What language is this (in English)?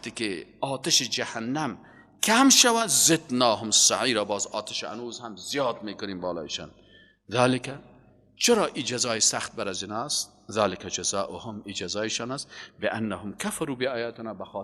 Persian